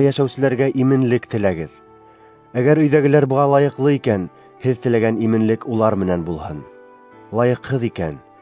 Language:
Bashkir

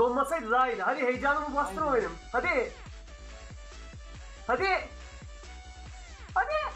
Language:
Turkish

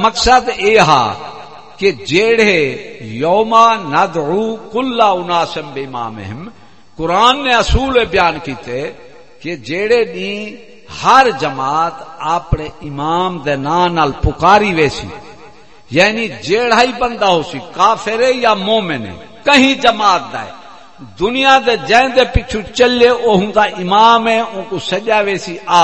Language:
Saraiki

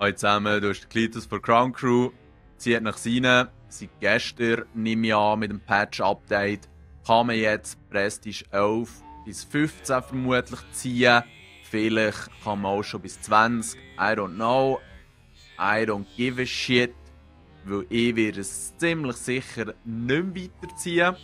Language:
Swiss German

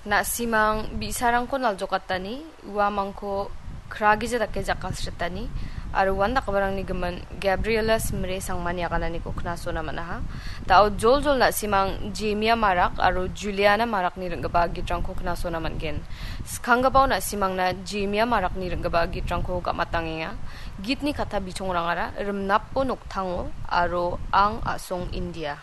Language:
Garo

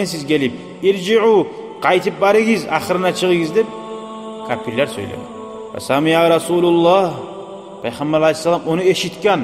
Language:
Kumyk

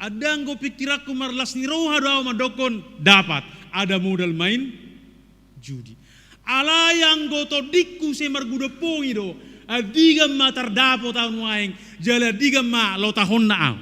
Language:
Batak Toba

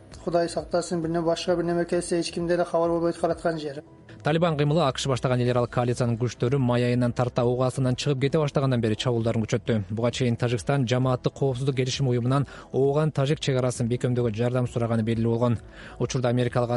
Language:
Kyrgyz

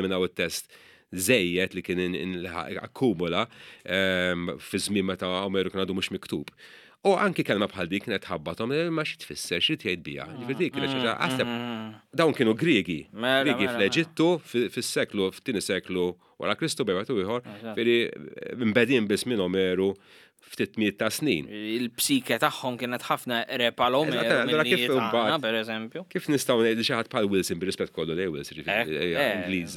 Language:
Maltese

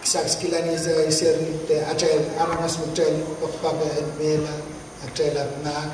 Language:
Pohnpeian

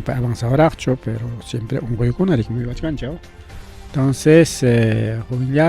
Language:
Ayacucho Quechua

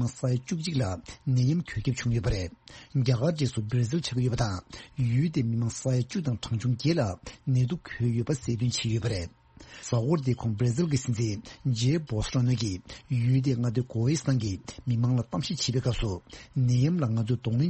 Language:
Tibetan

